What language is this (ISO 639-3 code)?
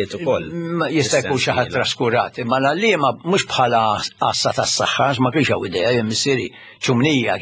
mlt